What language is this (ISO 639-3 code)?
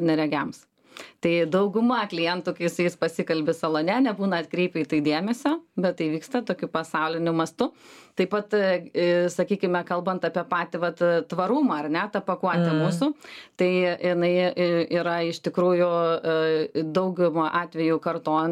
lit